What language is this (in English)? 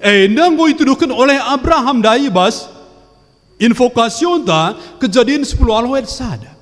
Batak Karo